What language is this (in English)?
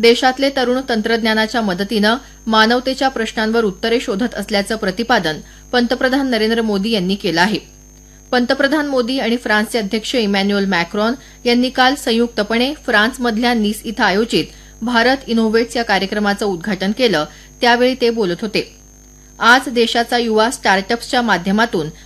Marathi